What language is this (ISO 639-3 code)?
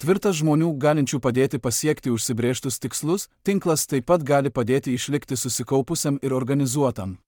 lit